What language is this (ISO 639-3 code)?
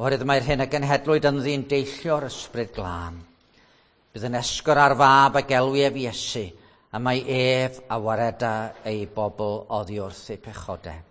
cym